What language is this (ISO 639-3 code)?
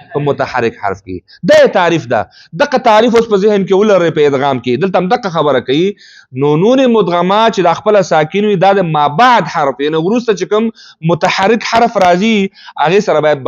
pus